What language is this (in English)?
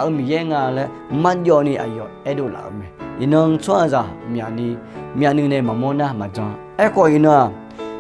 Akha